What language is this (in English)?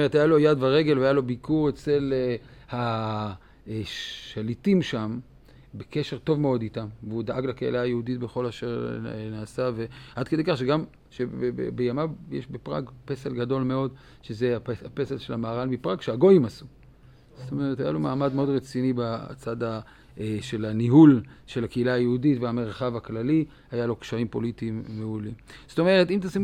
Hebrew